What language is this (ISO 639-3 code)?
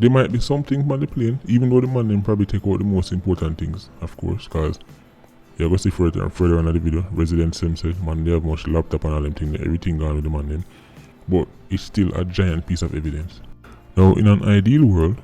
jam